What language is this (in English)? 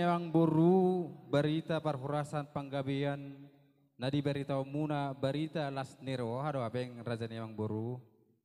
Batak Toba